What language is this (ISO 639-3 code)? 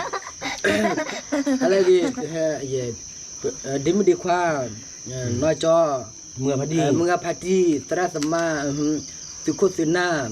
ksw